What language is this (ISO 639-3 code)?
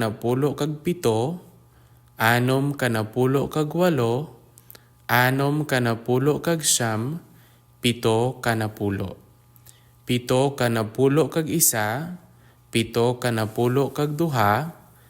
hil